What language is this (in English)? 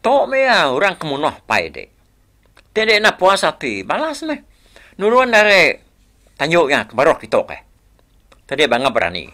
Iban